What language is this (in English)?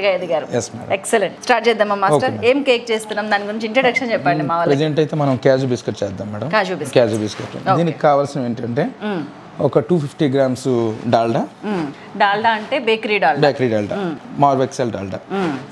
Telugu